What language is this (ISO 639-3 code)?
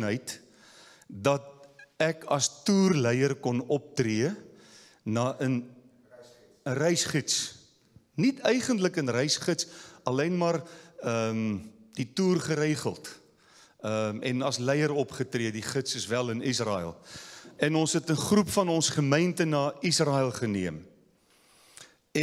afr